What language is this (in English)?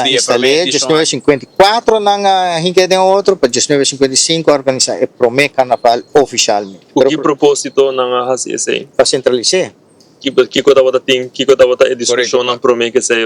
Papiamento